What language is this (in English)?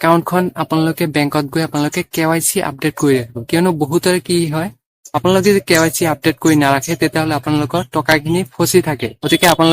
Assamese